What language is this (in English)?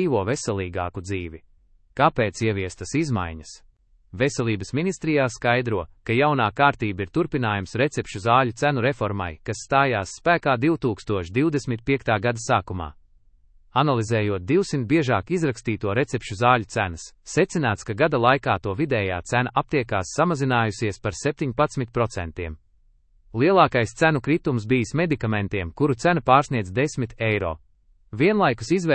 Latvian